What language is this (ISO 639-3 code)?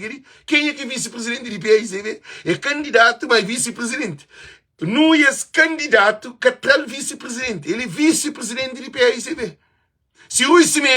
kea